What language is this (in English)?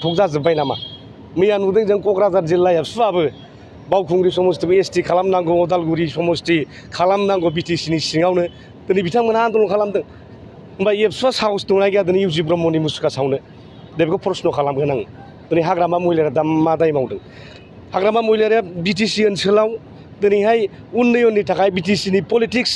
Bodo